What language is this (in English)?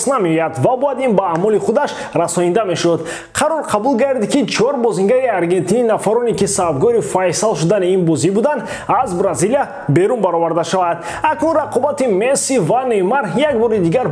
Tajik